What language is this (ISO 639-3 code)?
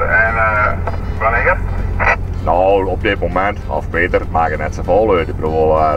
fry